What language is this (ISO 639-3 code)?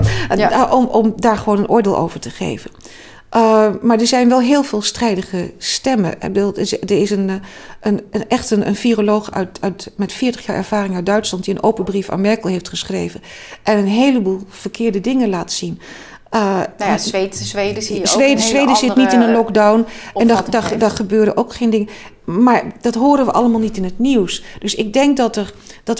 nld